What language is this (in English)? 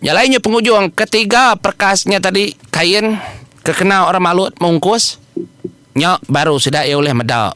Iban